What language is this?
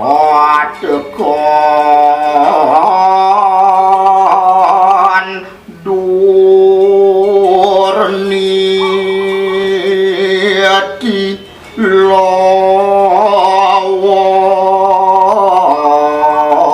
Balinese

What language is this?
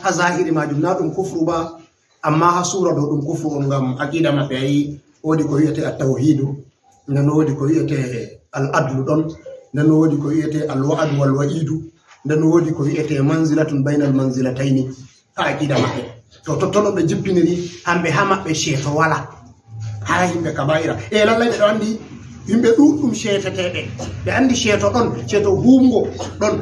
Fula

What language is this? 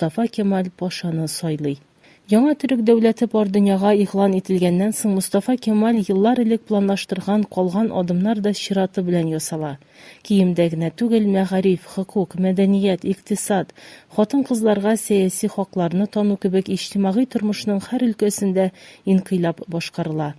Tatar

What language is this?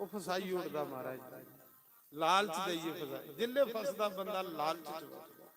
Dogri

